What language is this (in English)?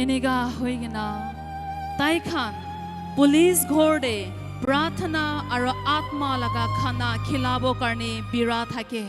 Naga Pidgin